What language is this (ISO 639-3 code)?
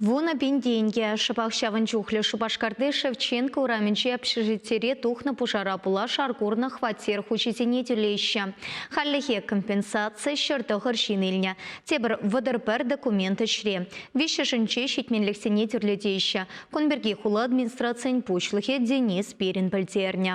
chv